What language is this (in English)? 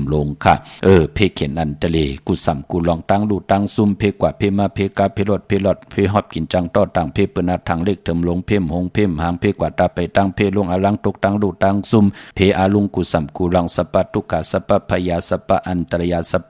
Shan